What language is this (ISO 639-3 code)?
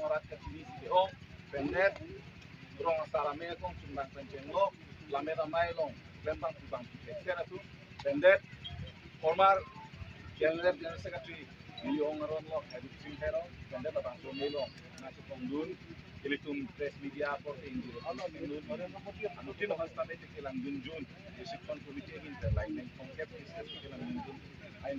mjw